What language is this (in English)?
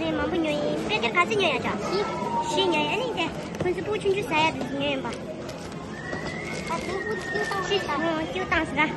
Tibetan